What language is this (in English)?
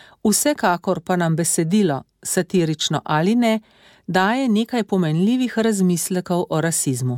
Slovenian